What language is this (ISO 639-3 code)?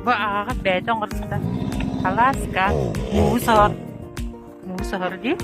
sah